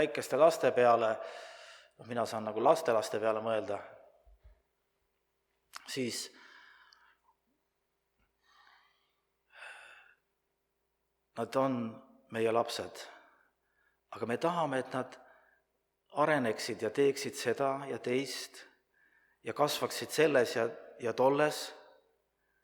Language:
Estonian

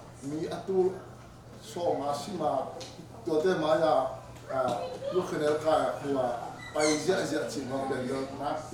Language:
Tedim Chin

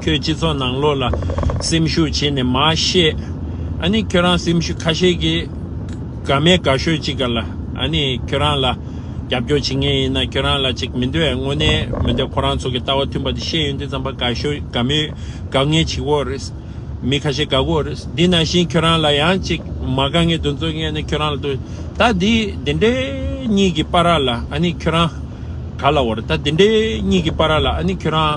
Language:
Tibetan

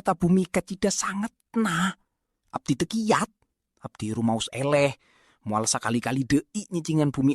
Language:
Sundanese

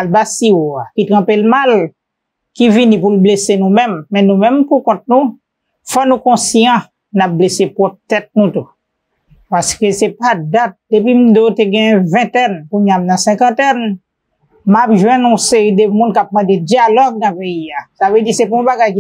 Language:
Haitian Creole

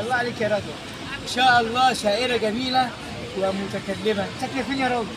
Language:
Egyptian Arabic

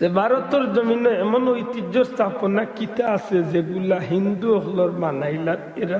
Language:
Sylheti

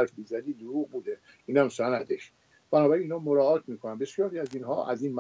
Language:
Persian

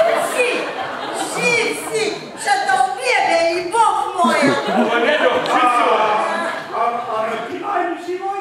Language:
Bulgarian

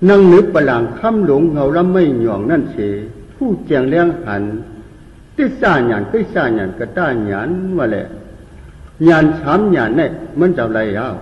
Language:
Shan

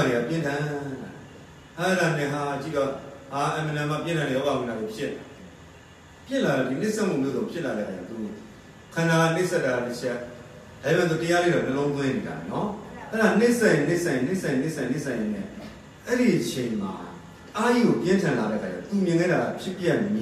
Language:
Burmese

